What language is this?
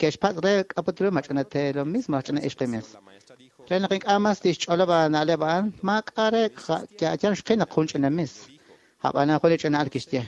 Kekchí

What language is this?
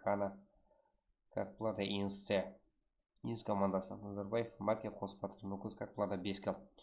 Kara-Kalpak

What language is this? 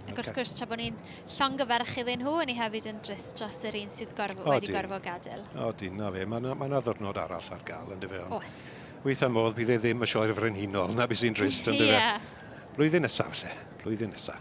Welsh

